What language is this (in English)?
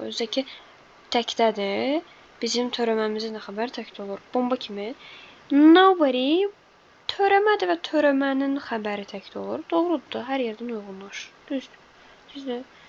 Azerbaijani